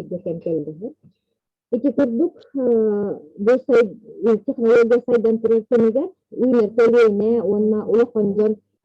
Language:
Yakut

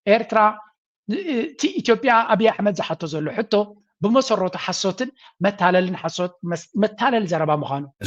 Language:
Tigrinya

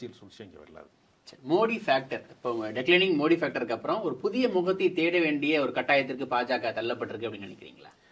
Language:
Tamil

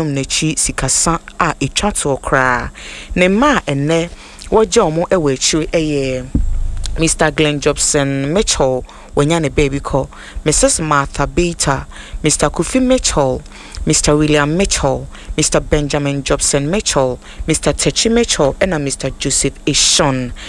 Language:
Akan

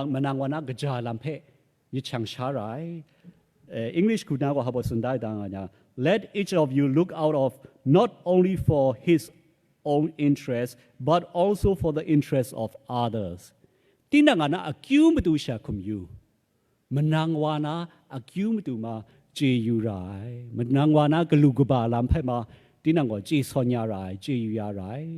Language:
Kachin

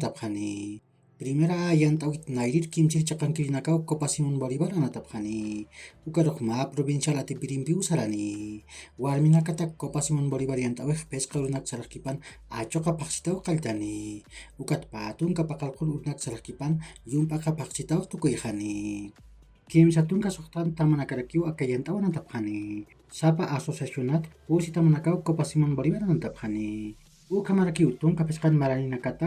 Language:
Aymara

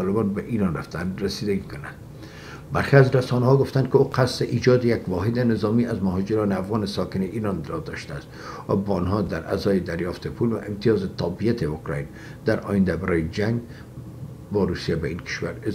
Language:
Persian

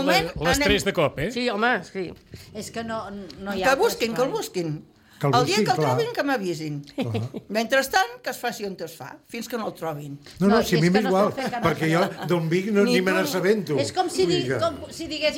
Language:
Catalan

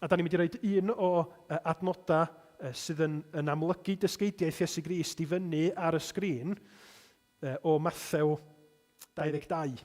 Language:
Welsh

